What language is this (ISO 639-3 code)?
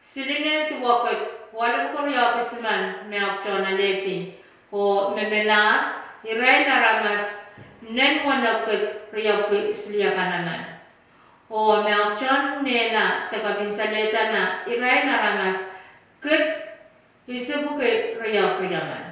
pon